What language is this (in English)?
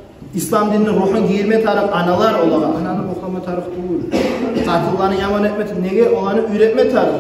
Kumyk